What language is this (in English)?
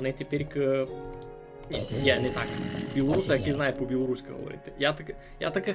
Rusyn